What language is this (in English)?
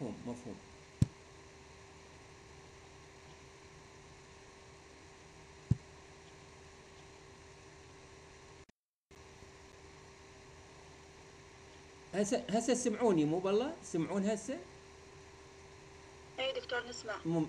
Mesopotamian Arabic